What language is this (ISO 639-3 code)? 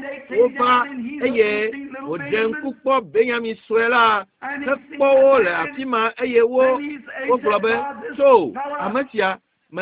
ewe